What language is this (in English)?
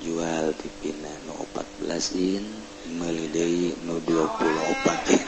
Sundanese